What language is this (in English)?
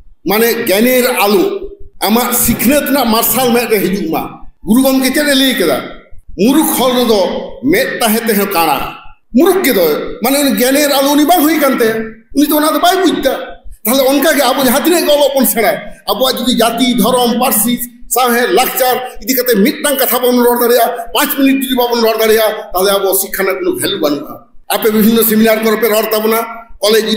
Santali